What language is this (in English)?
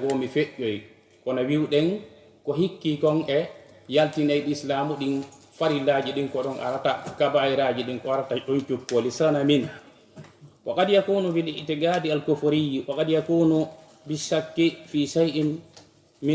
Fula